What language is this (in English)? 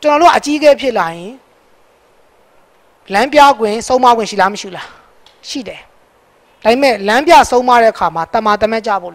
Burmese